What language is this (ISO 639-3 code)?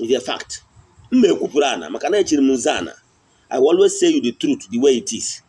ibo